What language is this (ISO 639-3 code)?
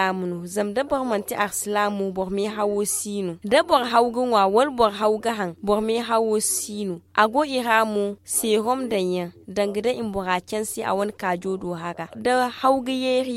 dje